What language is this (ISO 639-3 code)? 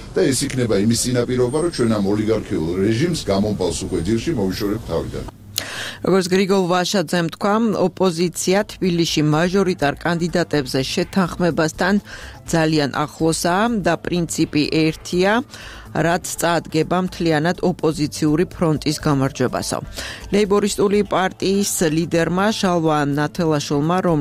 kat